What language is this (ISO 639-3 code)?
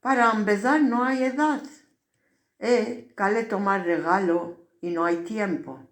lad